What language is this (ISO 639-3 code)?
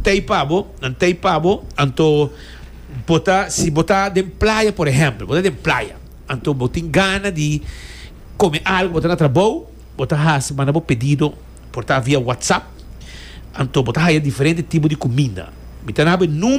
pap